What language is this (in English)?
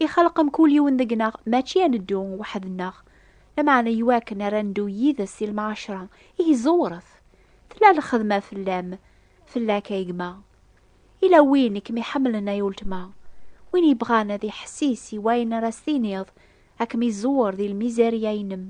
Kabyle